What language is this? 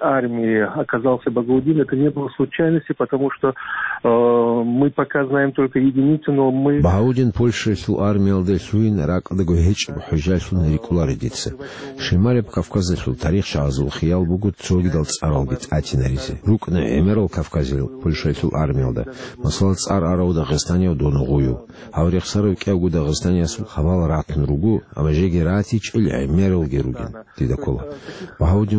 Avaric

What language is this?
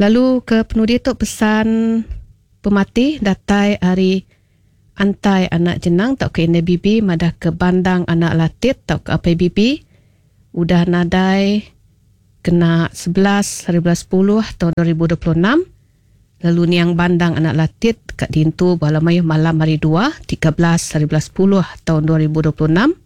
Iban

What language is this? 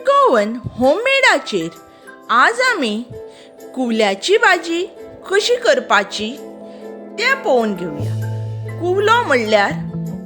Konkani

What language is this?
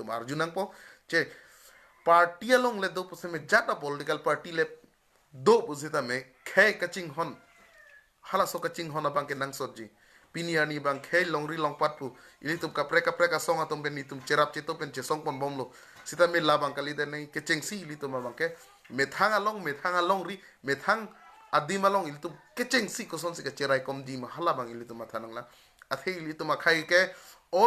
Karbi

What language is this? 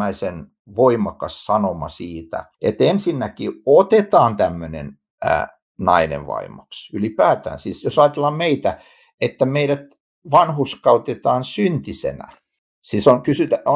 Finnish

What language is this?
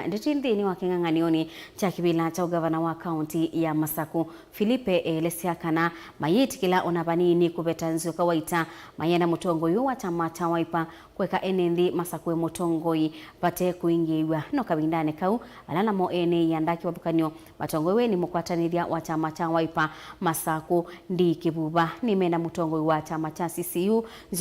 Kamba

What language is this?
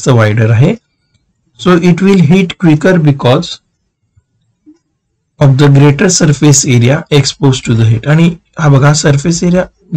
Marathi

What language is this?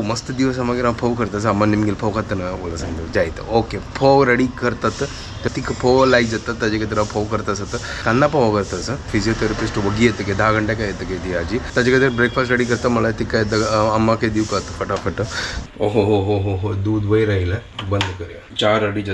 Konkani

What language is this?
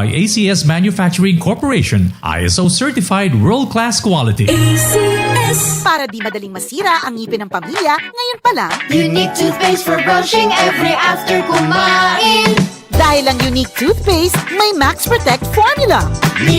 Bikol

